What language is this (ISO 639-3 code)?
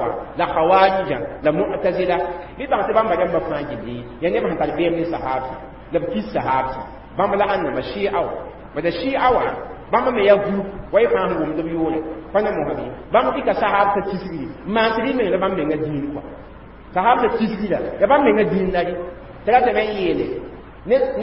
mos